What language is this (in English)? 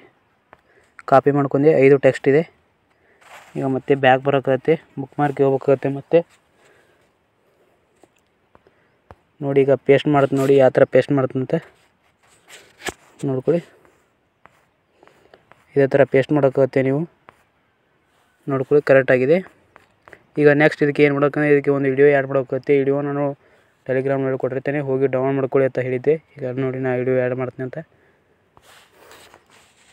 Kannada